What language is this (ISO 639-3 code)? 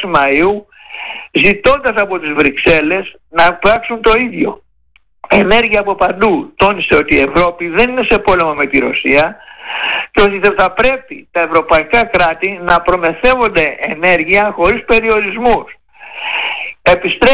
ell